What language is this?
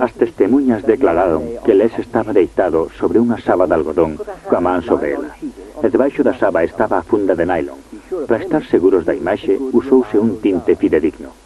Galician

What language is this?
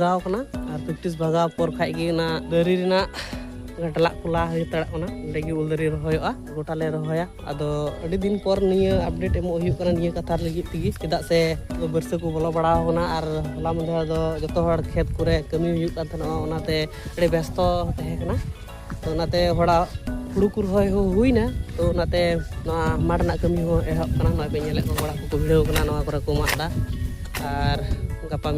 Santali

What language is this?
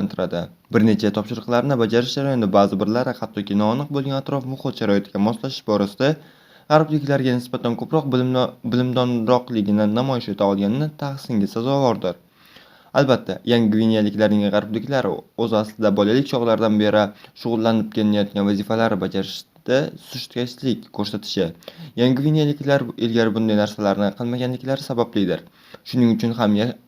Uzbek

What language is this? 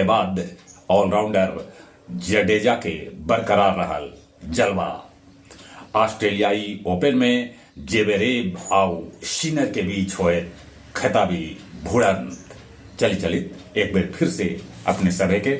Magahi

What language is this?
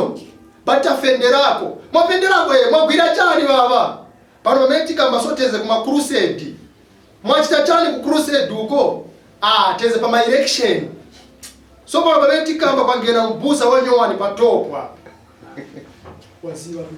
Nyanja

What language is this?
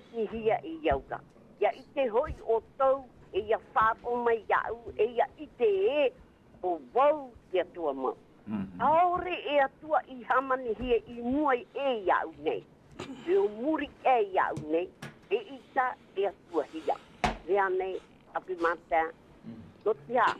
Tahitian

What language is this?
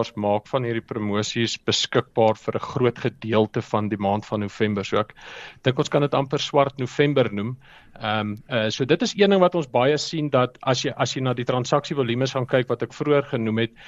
Afrikaans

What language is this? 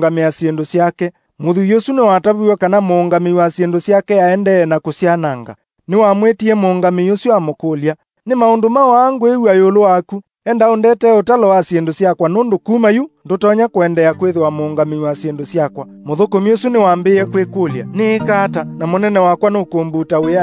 Kamba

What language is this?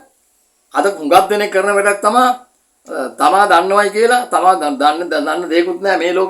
Sinhala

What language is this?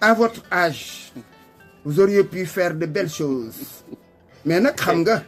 Wolof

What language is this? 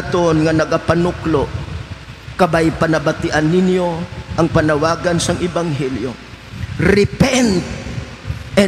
Hiligaynon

